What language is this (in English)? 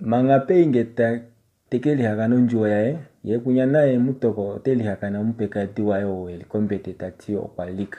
Kuanyama